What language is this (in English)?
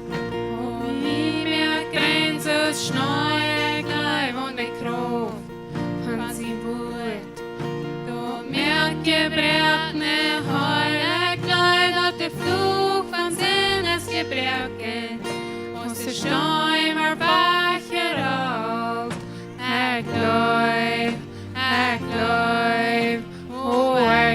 Plautdietsch